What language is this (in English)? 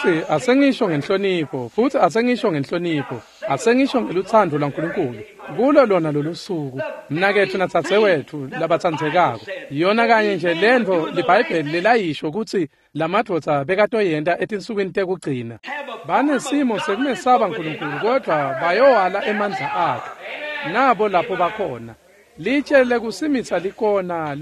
Swati